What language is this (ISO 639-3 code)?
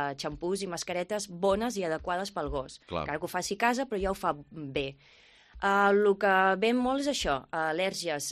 cat